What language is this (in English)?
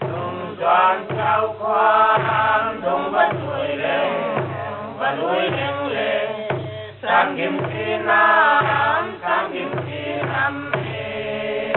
Paite Chin